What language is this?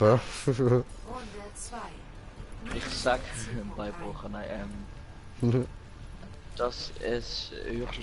Swiss German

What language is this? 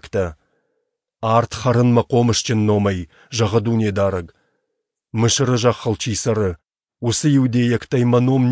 Ossetic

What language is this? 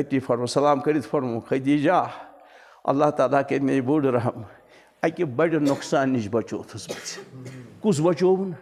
Kashmiri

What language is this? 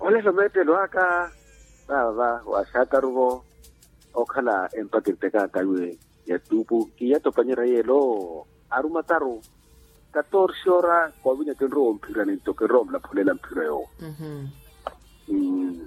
Makhuwa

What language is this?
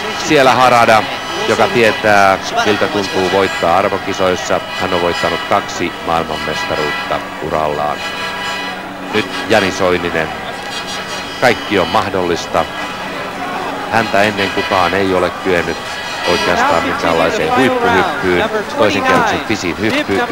Finnish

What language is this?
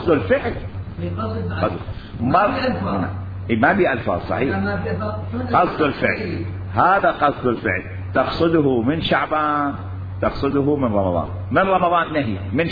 Mesopotamian Arabic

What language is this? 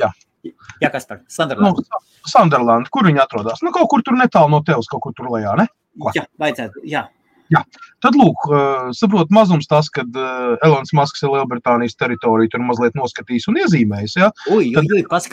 Latvian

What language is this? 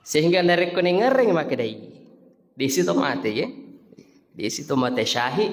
Buginese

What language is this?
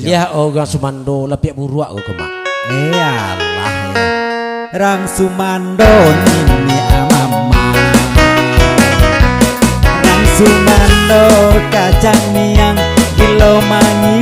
Minangkabau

